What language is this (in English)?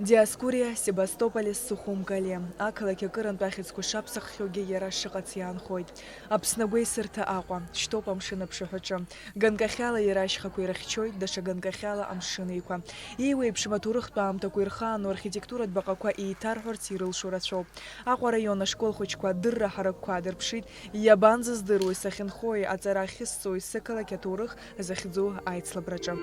Abkhazian